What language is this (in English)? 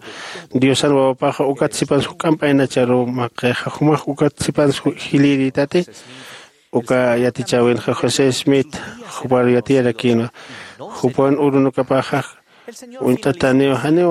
Aymara